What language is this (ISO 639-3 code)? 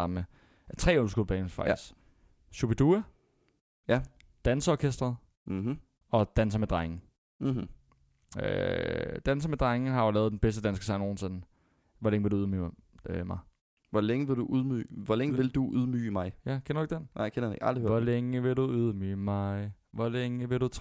dan